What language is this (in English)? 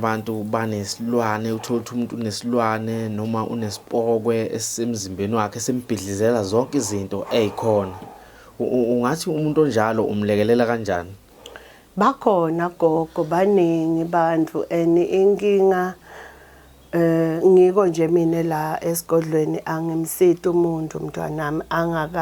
Zulu